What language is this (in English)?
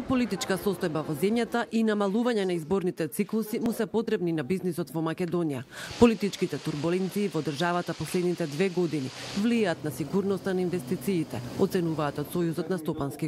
Macedonian